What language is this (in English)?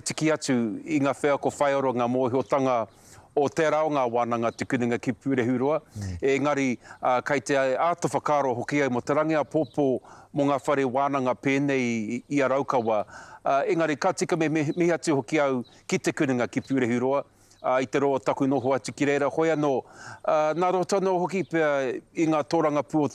Māori